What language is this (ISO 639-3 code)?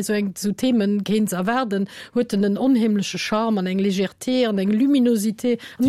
ltz